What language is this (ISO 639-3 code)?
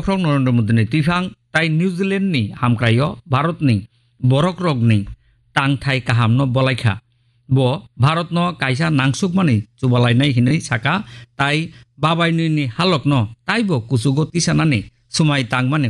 trp